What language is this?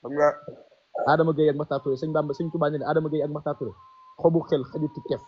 Wolof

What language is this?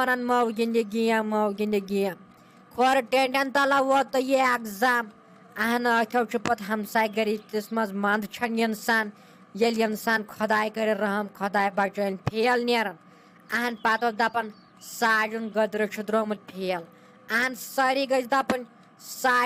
Kashmiri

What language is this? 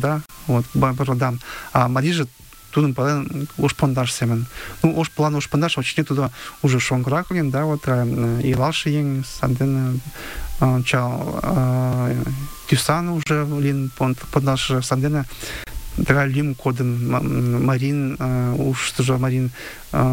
Mari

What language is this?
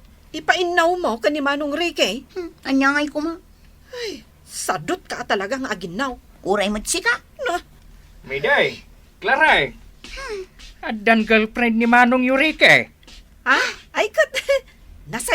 Iloko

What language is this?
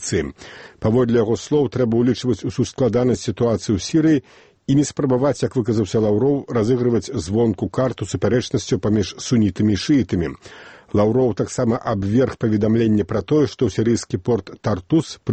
Belarusian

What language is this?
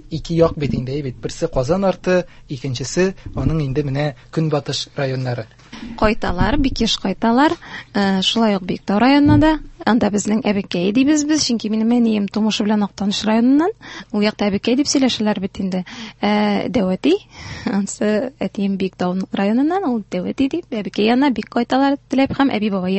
Tatar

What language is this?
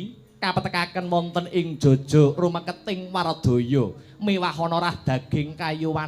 Javanese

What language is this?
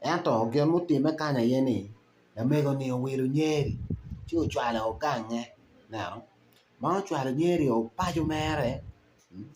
Acoli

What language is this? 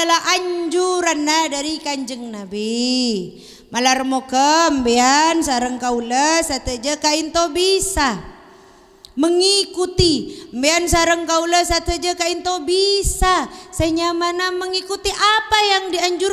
Madurese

